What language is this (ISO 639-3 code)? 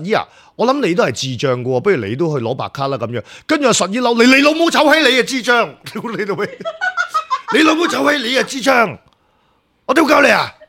yue